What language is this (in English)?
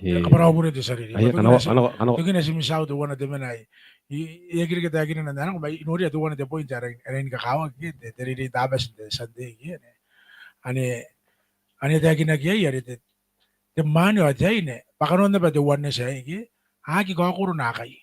Gilbertese